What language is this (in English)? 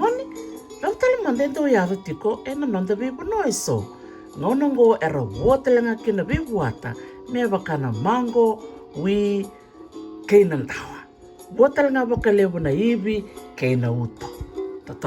Fijian